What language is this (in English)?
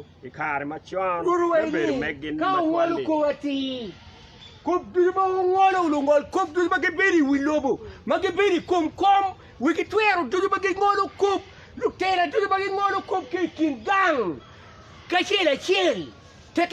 Acoli